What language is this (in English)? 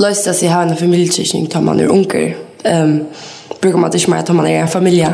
Faroese